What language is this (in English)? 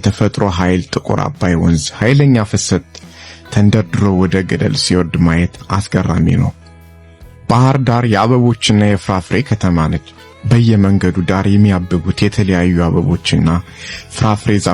Amharic